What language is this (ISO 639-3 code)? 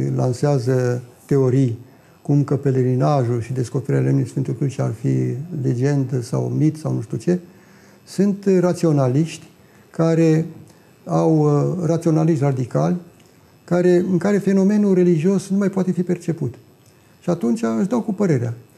ron